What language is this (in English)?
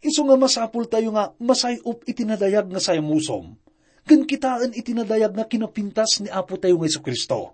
Iloko